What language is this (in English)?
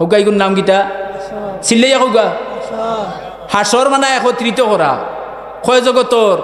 Sylheti